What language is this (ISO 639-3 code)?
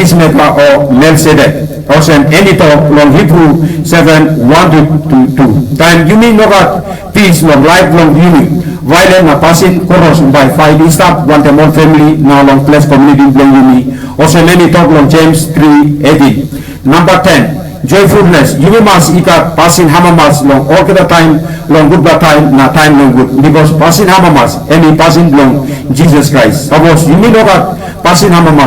tpi